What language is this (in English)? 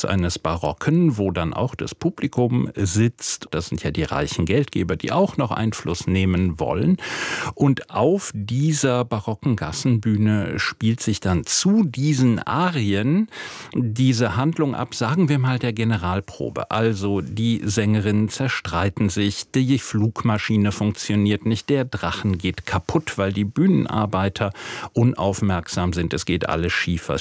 German